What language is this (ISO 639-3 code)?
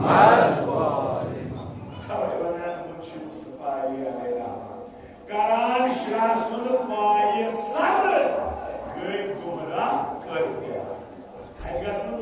kas